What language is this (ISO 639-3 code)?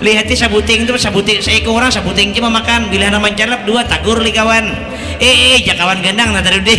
bjn